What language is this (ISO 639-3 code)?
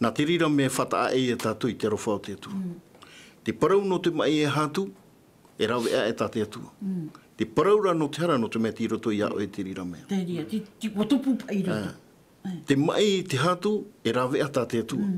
tah